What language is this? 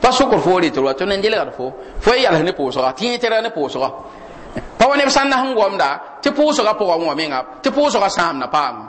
Mossi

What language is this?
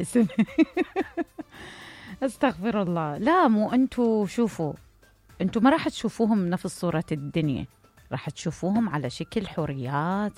Mesopotamian Arabic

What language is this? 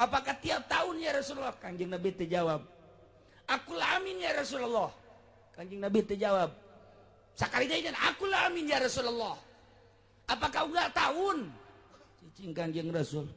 Sundanese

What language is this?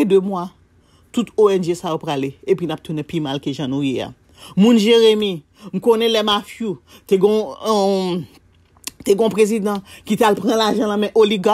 Haitian Creole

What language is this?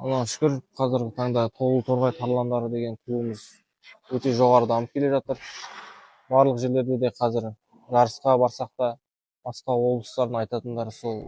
Kazakh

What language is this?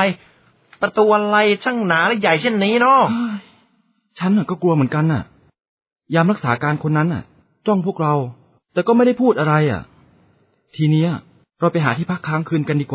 Thai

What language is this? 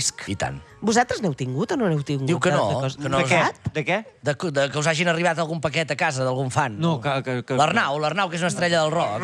Catalan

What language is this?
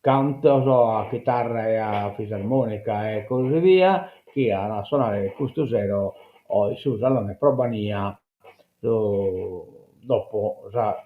Sardinian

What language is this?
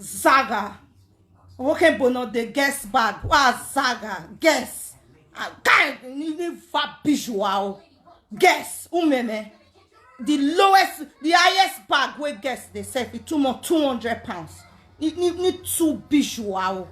Nigerian Pidgin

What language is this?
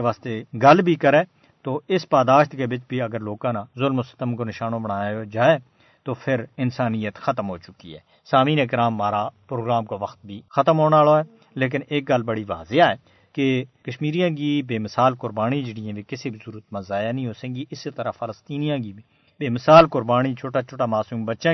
Gujari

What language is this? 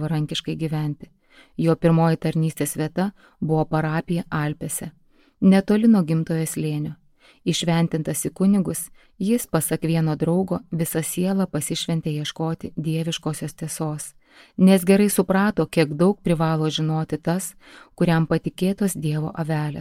Lithuanian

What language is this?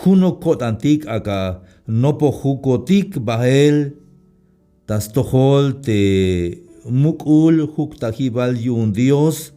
Tzeltal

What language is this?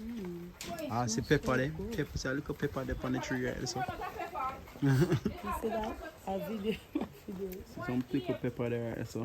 Jamaican Creole English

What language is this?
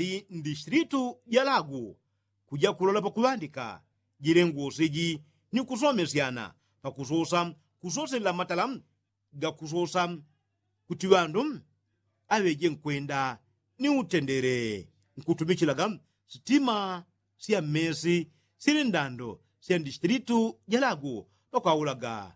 Yao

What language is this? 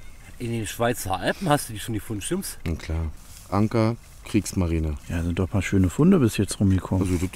German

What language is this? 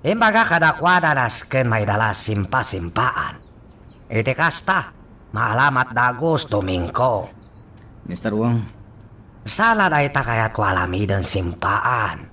Iloko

